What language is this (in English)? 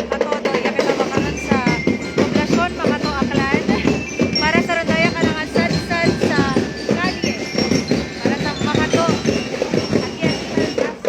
Hiligaynon